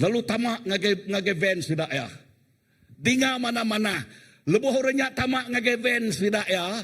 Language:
Iban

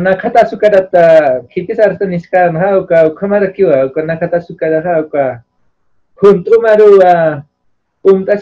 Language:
Aymara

